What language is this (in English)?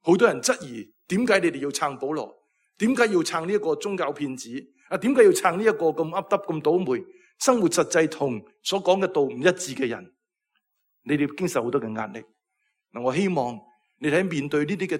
Cantonese